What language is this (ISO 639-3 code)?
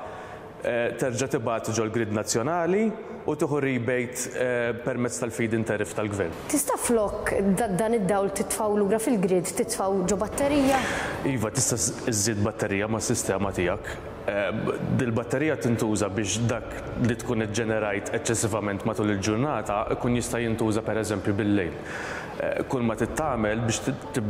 mlt